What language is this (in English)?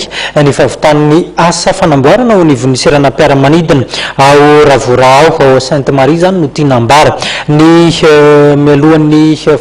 Malagasy